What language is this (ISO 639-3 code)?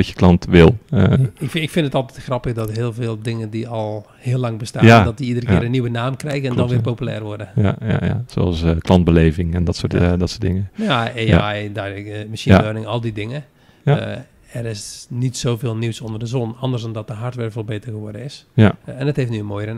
nld